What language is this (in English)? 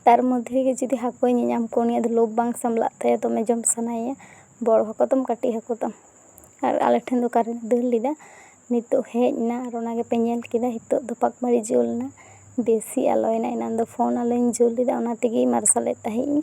Santali